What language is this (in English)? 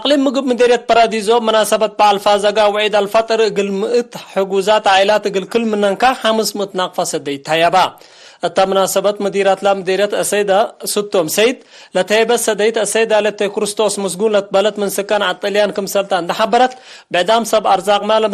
Tigre